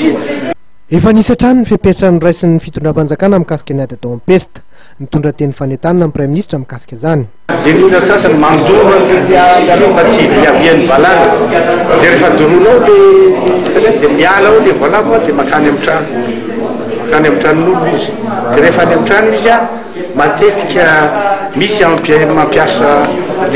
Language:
Malagasy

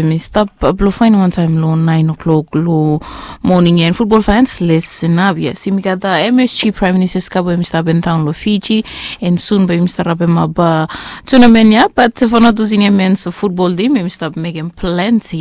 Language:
Bislama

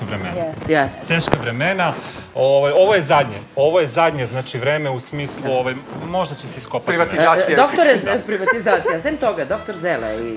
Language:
Serbian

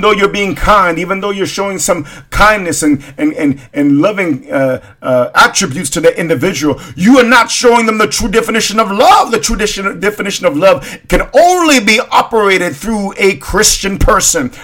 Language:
English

